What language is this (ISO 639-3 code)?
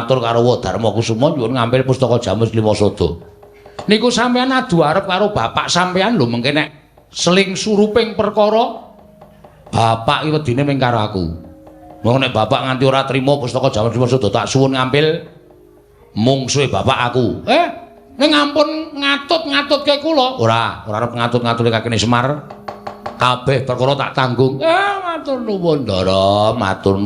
jav